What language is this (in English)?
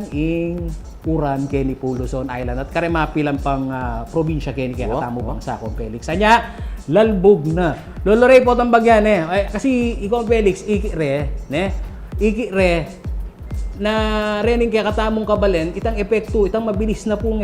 Pampanga